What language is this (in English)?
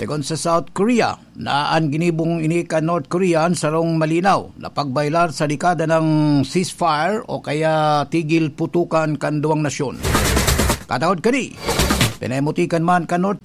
Bikol